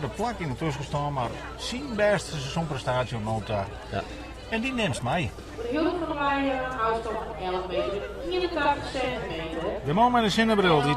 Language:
Western Frisian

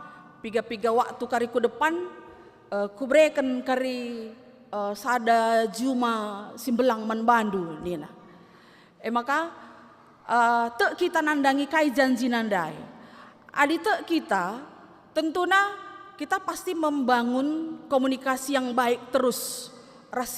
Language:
Batak Karo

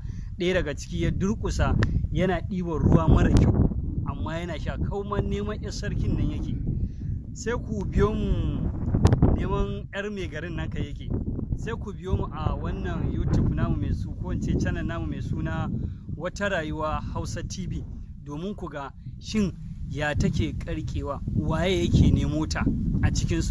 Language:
Hausa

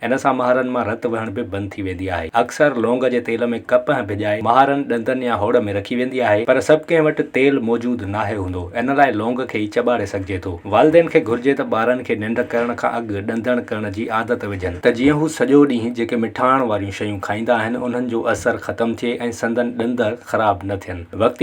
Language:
Sindhi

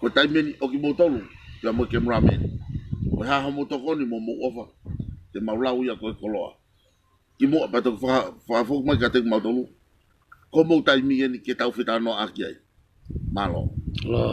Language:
Tongan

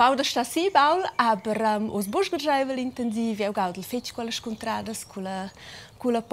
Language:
Romansh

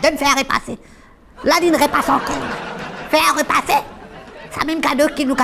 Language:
Morisyen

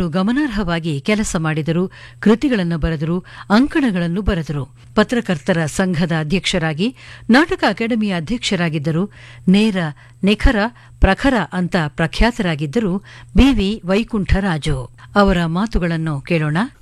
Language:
Kannada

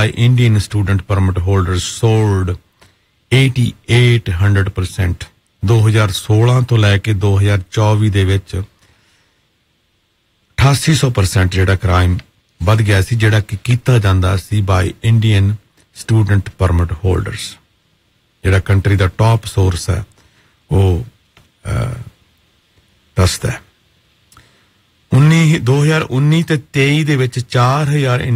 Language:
Punjabi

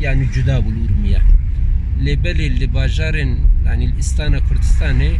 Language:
Kurdish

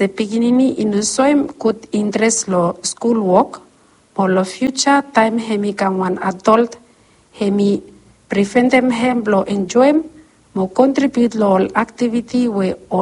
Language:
Bislama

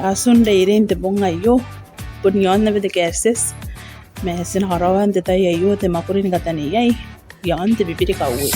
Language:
Gilbertese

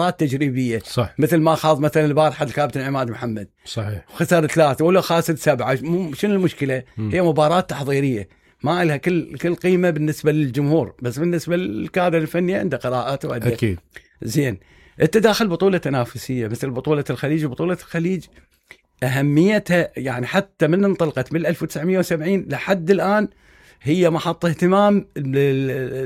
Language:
Mesopotamian Arabic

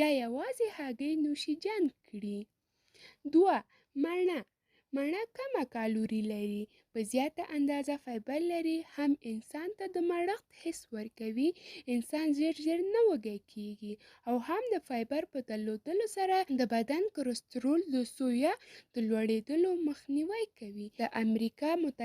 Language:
Pashto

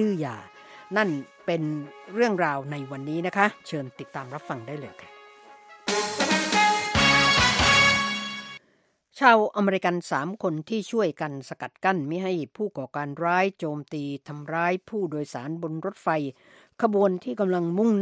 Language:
Thai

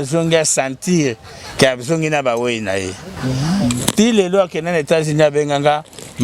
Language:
Lingala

